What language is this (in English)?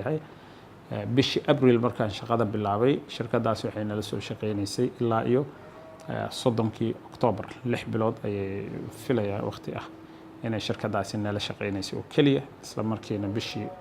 Somali